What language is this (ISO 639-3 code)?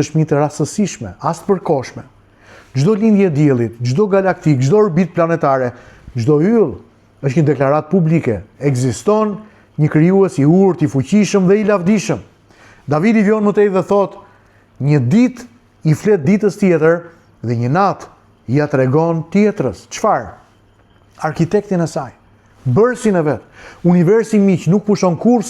sqi